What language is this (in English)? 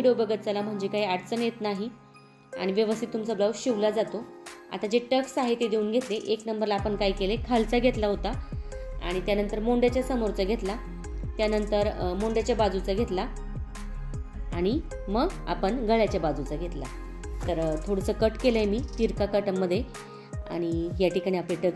Marathi